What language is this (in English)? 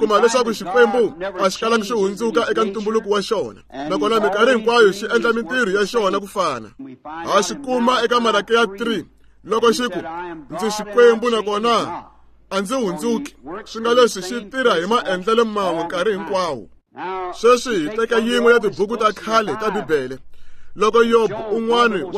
Tsonga